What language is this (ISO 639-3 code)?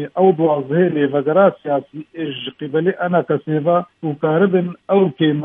kur